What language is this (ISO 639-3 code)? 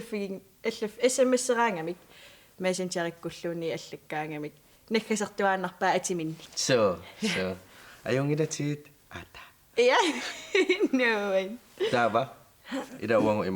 kal